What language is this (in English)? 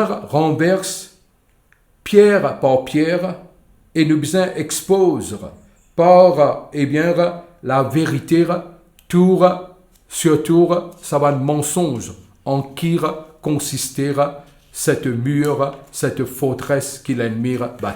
Morisyen